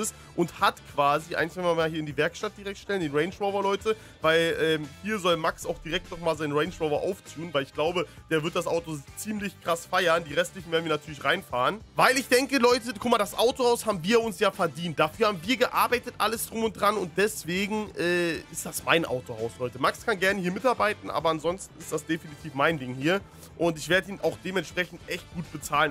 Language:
German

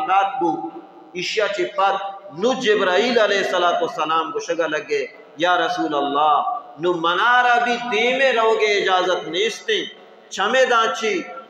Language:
Baluchi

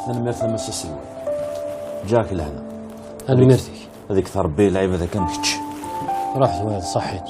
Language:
Kabyle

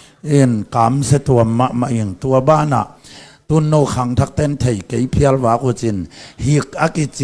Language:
Tedim Chin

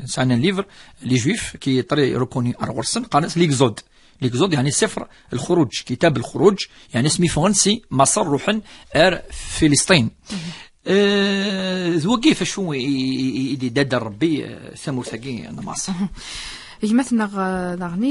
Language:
Kabyle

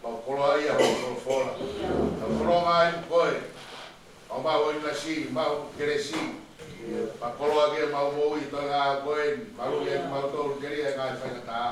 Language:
Tongan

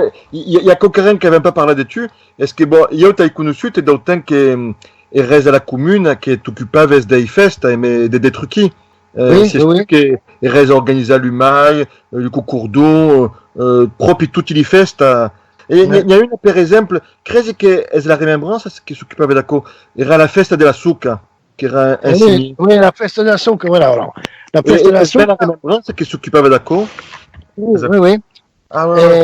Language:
Occitan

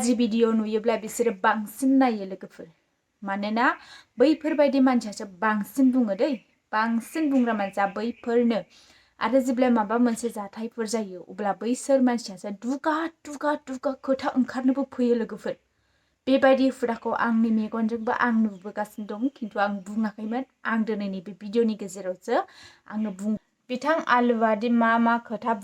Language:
Bodo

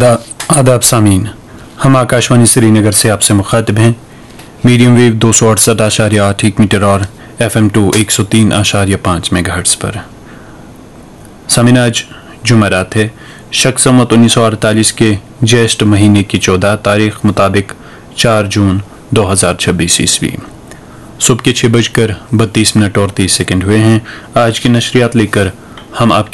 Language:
Urdu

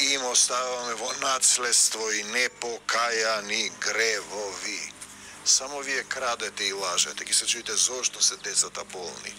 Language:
Macedonian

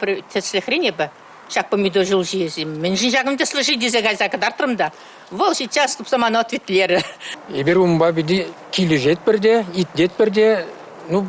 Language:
Chuvash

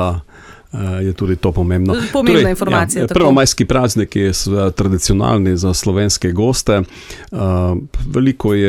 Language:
Slovenian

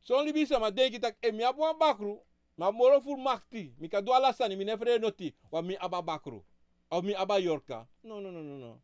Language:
Sranan Tongo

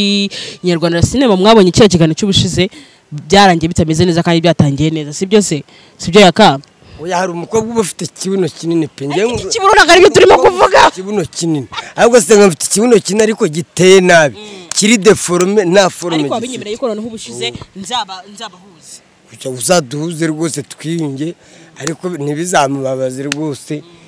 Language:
Kinyarwanda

